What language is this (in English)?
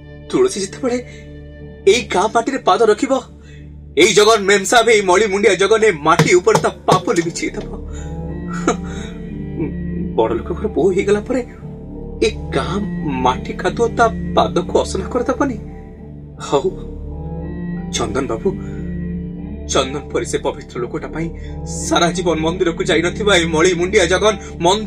Odia